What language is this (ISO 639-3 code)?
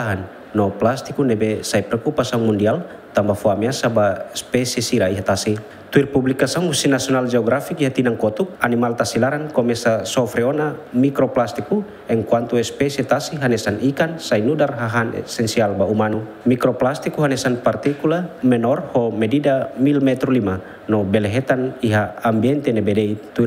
tet